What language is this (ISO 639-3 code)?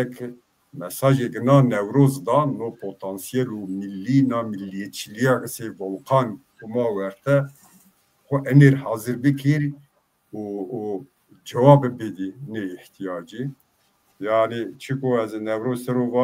zza